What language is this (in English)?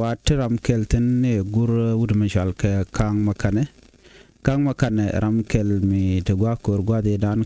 Nuer